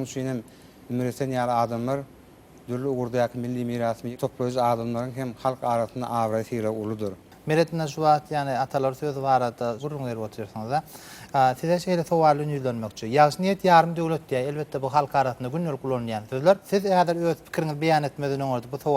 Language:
Turkmen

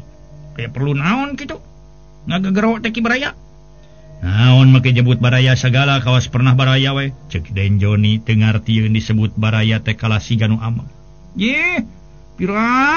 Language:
Sundanese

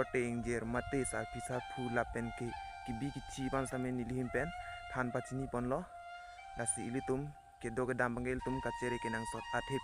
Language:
Karbi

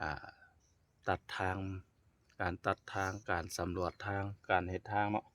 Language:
Lao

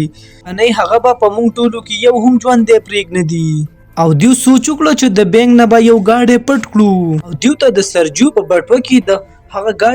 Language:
Pashto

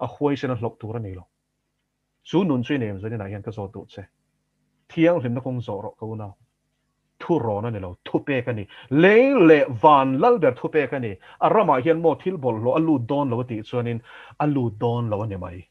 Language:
Mizo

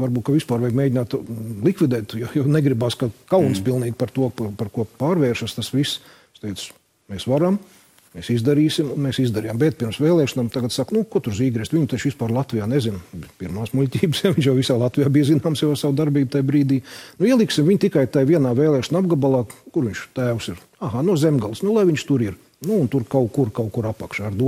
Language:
Latvian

